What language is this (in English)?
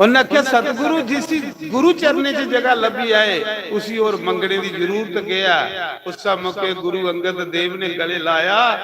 Dogri